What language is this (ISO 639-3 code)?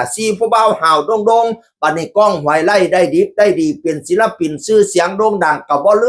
tts